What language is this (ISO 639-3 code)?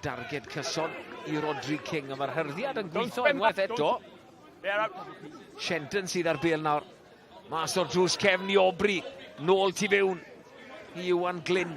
cym